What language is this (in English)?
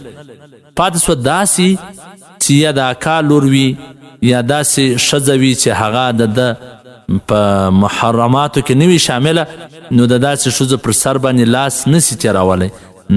Pashto